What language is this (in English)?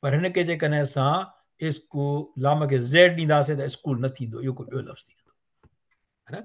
Sindhi